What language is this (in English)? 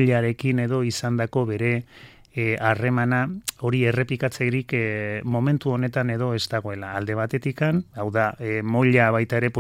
Basque